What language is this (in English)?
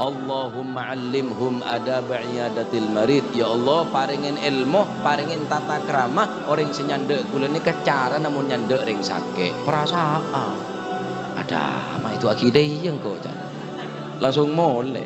Madurese